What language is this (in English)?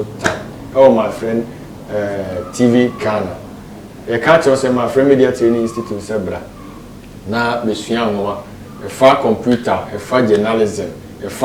Akan